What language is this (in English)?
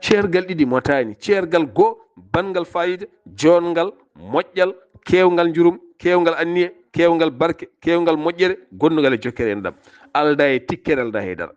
Fula